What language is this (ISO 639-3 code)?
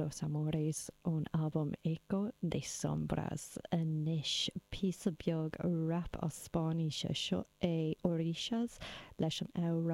gle